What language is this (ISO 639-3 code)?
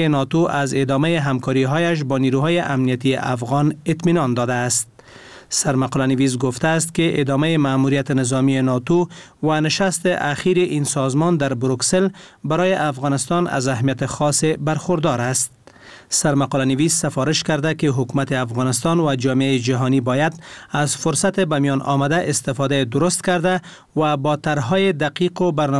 fas